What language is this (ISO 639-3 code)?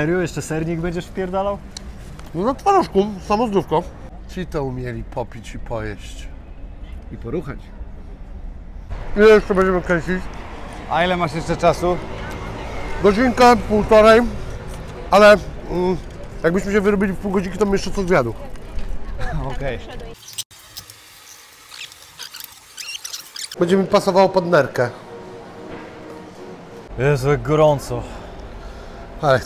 pol